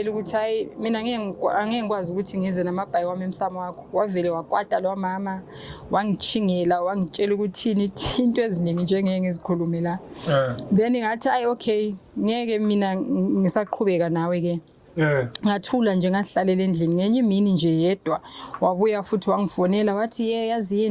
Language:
Zulu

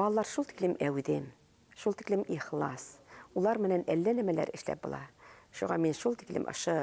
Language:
Bashkir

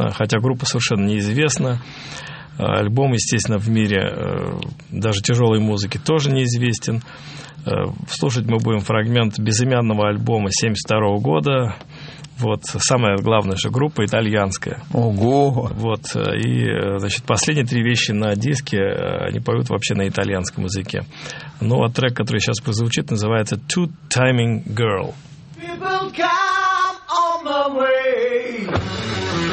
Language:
Russian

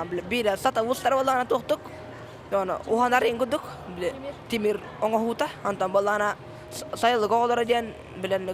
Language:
Yakut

